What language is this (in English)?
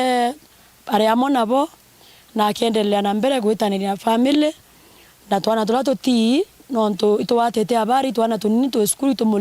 Meru